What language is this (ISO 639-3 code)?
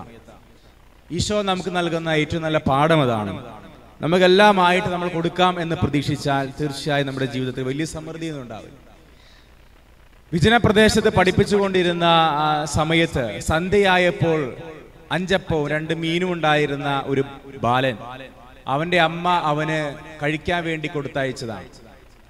mal